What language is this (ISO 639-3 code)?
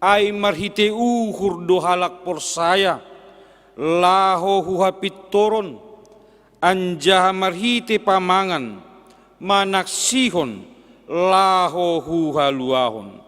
bts